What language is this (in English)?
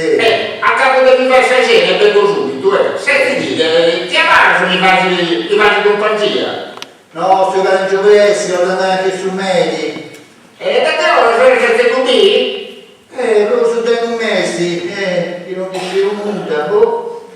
Sardinian